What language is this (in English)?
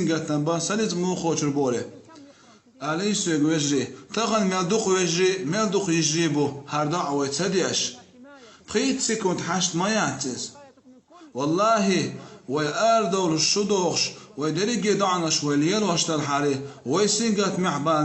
Chechen